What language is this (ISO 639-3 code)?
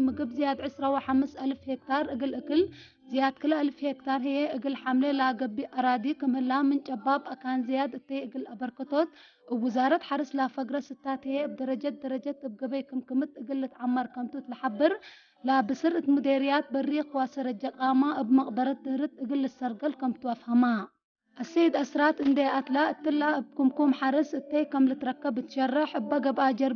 tig